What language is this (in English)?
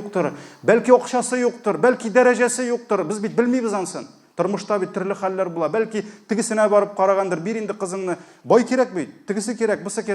Tatar